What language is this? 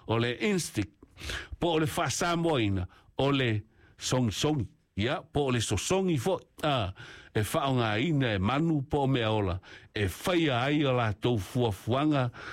Samoan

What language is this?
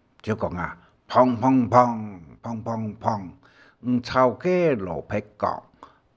Hakka Chinese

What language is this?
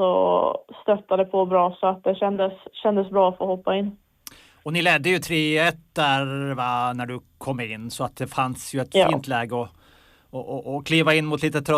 Swedish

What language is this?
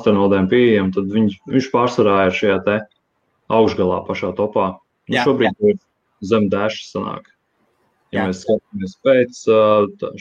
Latvian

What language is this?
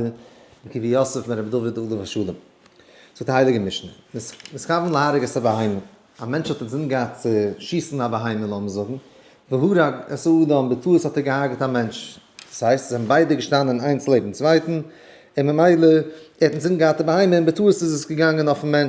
Yiddish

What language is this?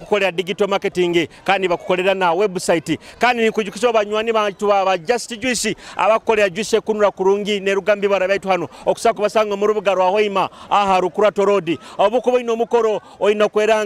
Nyoro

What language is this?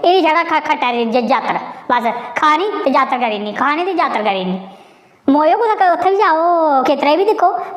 Dogri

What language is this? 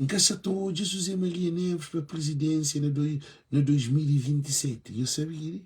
Kabuverdianu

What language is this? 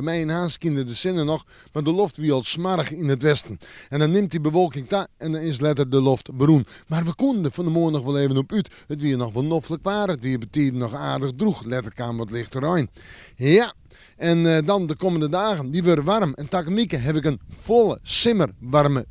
Western Frisian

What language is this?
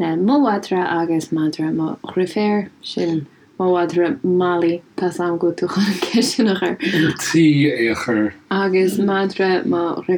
Irish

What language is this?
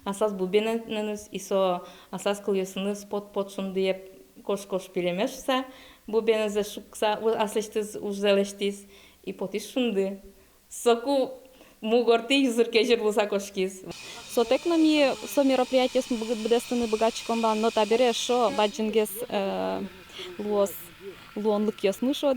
Udmurt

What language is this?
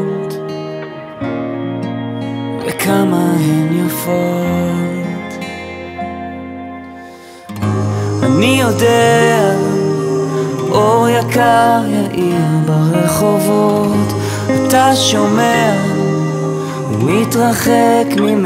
Hebrew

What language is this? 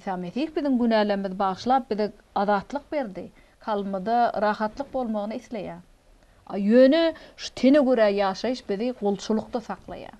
Turkmen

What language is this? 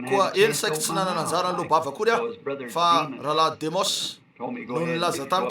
Malagasy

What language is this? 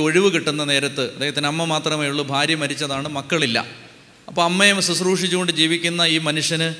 Malayalam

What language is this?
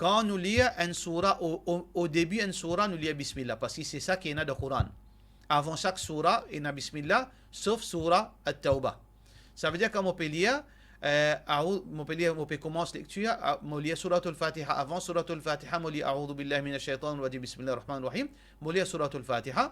Morisyen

